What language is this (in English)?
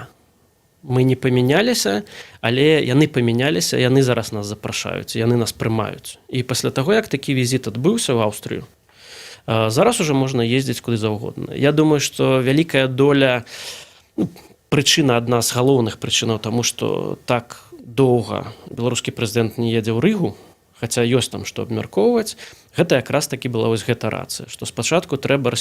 Belarusian